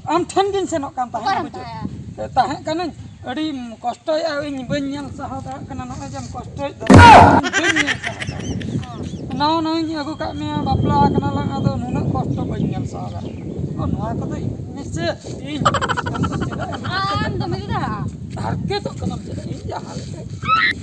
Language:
Santali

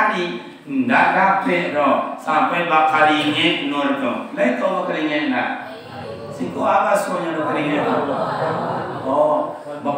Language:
Minangkabau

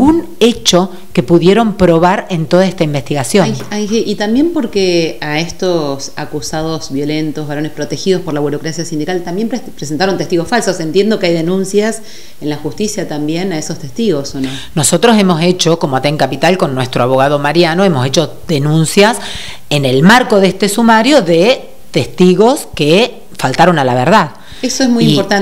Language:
Spanish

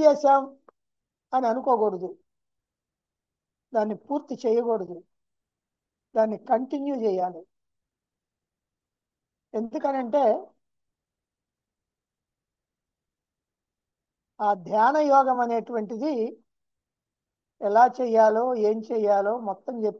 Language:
Telugu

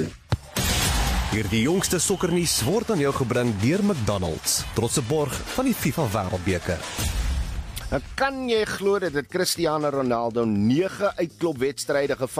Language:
Afrikaans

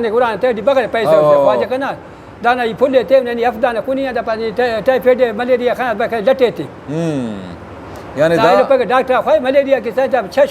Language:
Brahui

